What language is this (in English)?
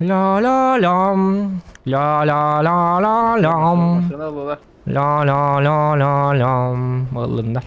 Yakut